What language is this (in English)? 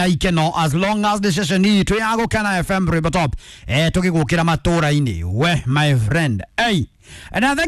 Kikuyu